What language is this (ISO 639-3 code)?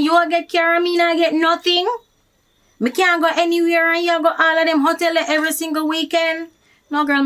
jam